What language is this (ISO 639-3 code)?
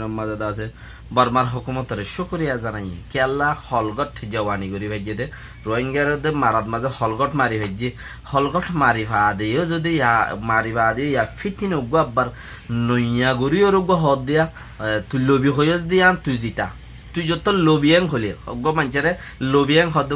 rhg